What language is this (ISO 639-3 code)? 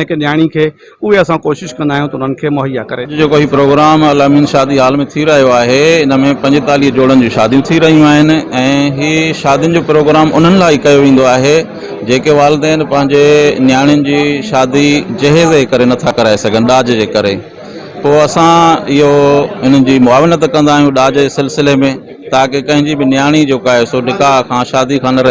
snd